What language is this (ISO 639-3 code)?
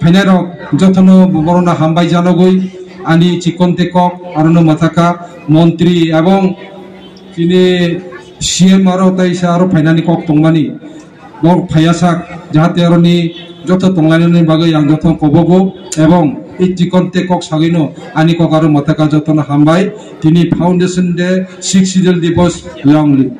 trp